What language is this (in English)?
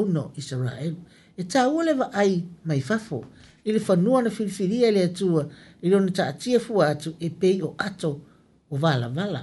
Samoan